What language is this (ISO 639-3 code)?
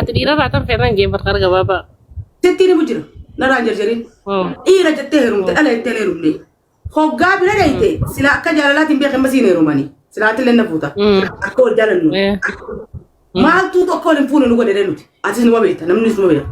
orm